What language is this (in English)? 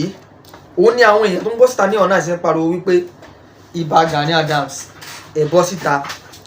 Yoruba